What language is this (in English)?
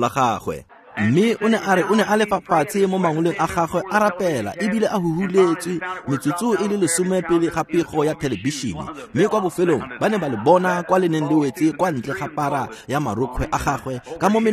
Tswana